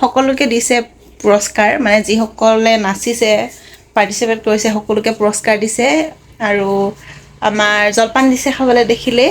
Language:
Assamese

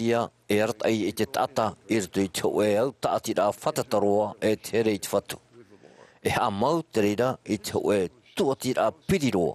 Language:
Tahitian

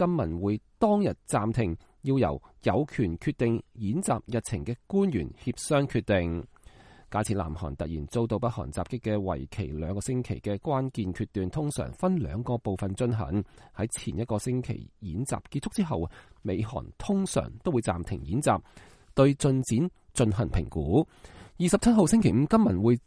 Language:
Cantonese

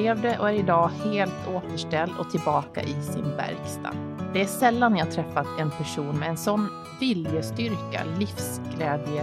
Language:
Swedish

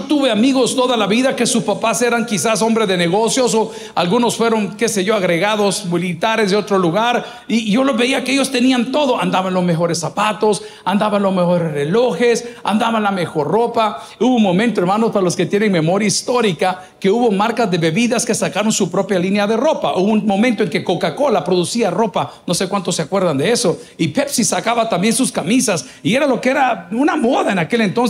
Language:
Spanish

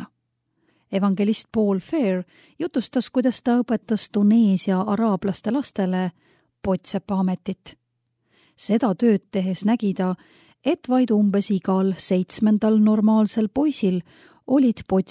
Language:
Estonian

